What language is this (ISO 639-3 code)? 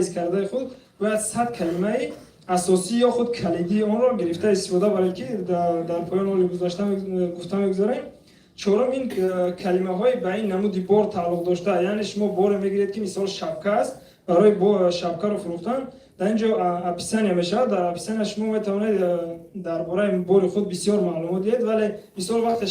tgk